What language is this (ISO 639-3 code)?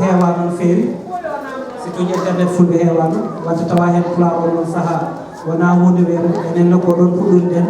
ful